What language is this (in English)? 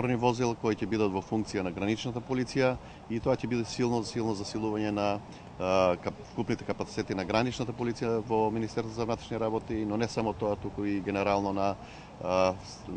Macedonian